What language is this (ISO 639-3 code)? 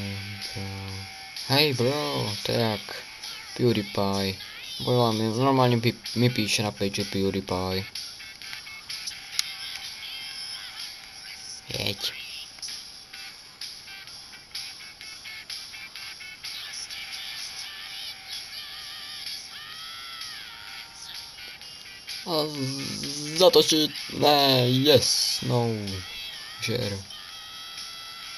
ces